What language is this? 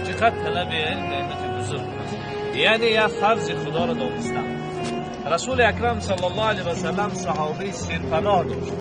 Tajik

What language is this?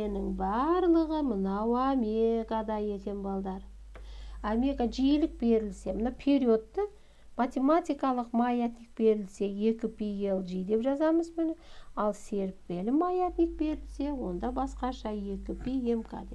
Kazakh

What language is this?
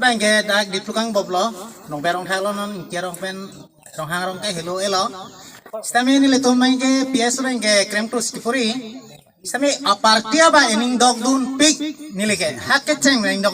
Karbi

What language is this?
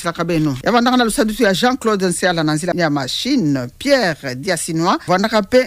Kituba (Democratic Republic of Congo)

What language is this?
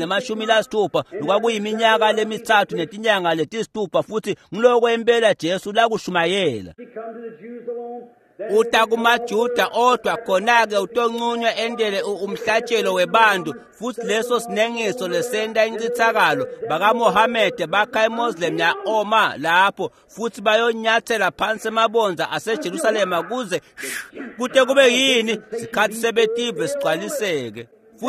Swati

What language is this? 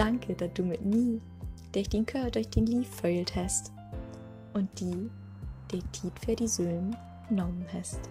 Low German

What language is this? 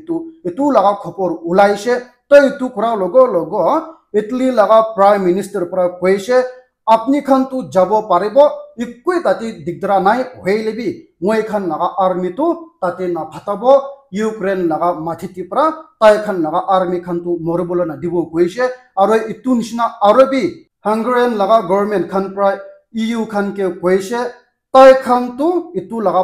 Naga Pidgin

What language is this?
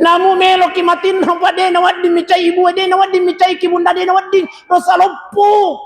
Buginese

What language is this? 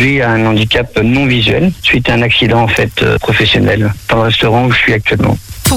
French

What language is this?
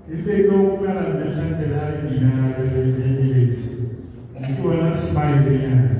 Tswana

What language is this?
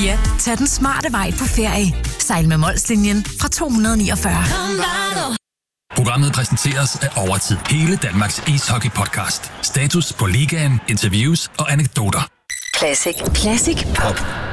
Danish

